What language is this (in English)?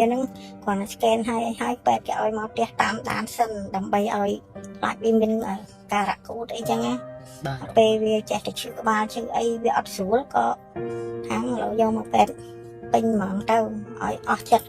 Khmer